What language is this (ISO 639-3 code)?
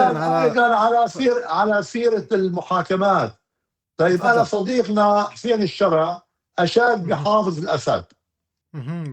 apc